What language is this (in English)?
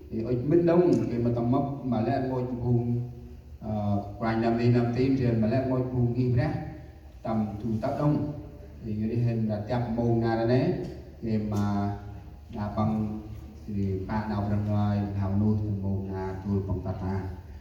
Central Mnong